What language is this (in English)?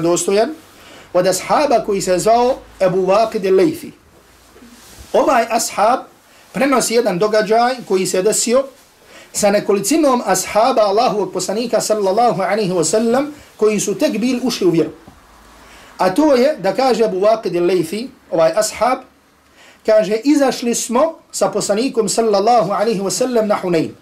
Bosnian